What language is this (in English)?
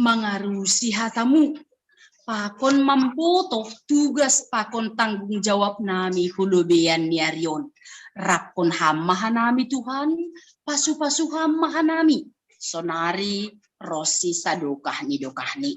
Batak Simalungun